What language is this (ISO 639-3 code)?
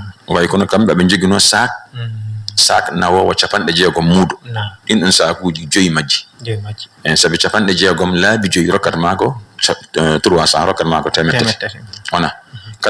ful